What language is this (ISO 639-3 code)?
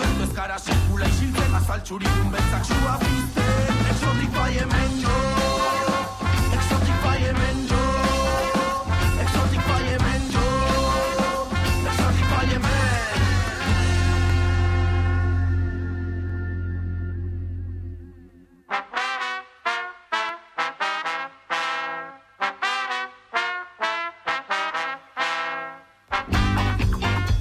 eus